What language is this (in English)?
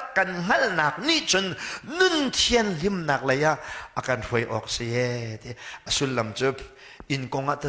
Hakha Chin